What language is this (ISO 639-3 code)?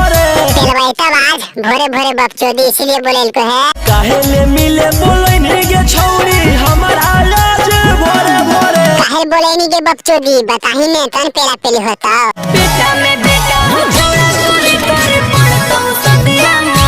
mag